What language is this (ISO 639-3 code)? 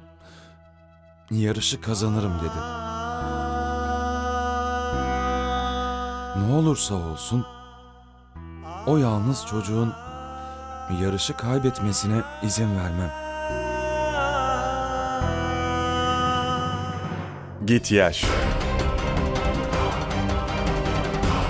tur